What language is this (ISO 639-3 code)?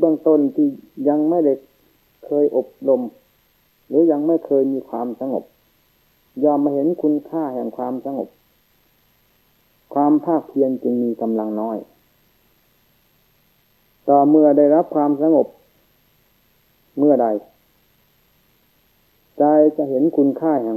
tha